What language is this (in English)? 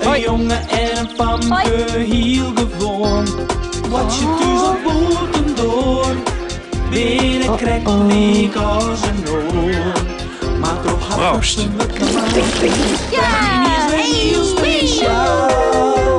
Western Frisian